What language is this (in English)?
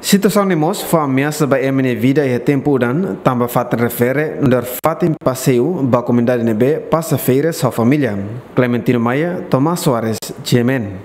Tetum